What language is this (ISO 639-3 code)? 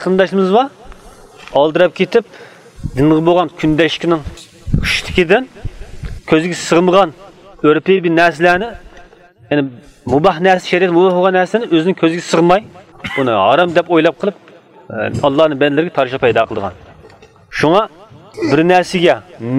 uig